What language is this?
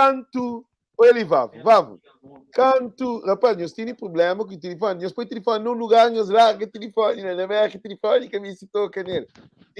Kabuverdianu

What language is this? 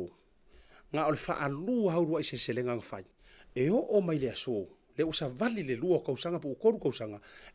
Samoan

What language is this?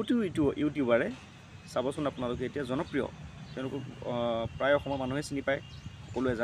Assamese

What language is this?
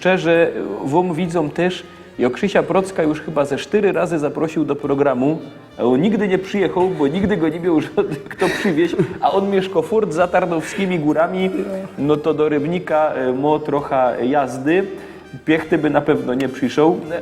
Silesian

